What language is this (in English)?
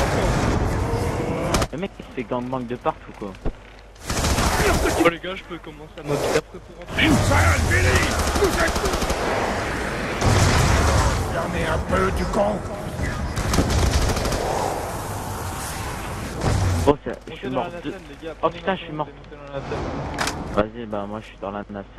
French